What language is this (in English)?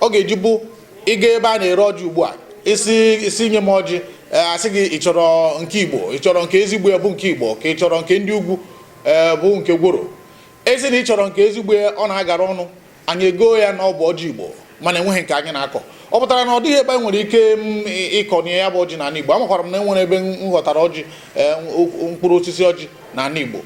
Igbo